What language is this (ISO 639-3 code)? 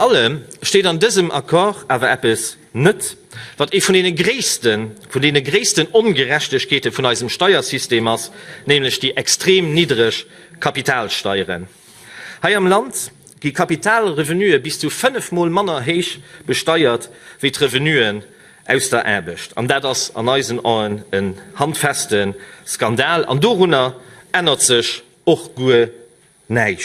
ltz